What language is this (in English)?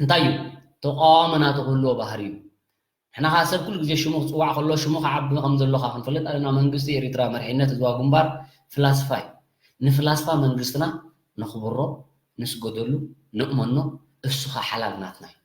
Tigrinya